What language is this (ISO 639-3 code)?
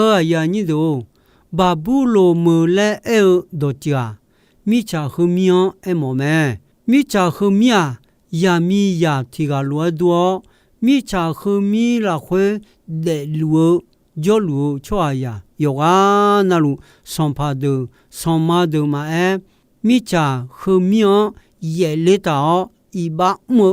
ahk